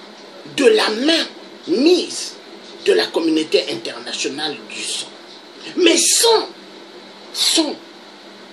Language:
French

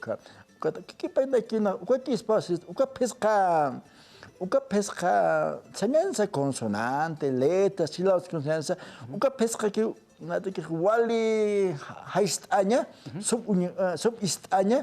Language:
Aymara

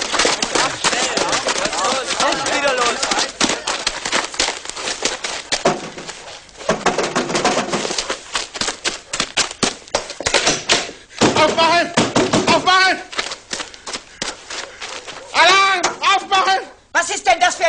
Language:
German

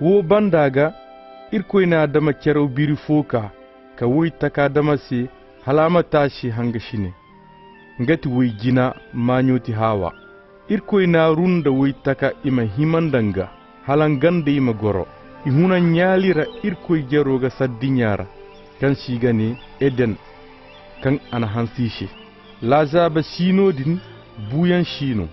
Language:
Koyraboro Senni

